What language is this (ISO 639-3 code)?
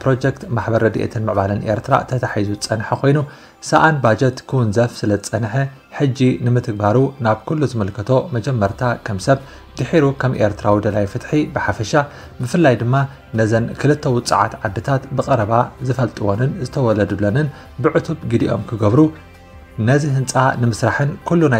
tir